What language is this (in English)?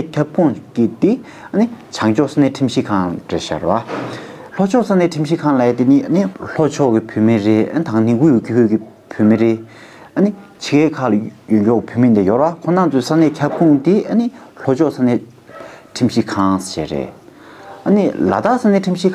Tibetan